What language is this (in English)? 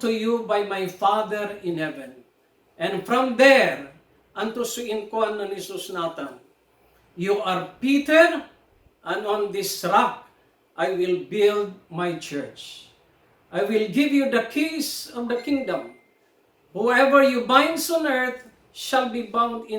Pangasinan